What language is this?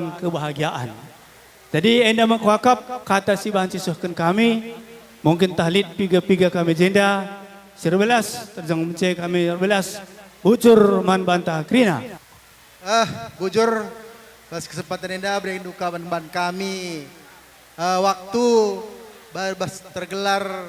Batak Karo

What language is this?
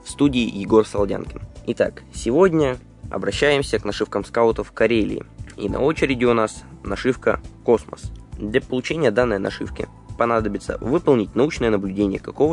Russian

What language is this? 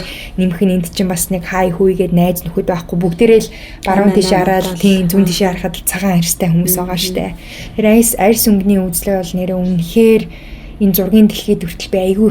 Mongolian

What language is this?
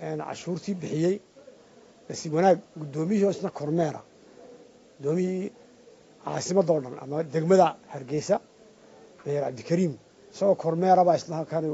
Somali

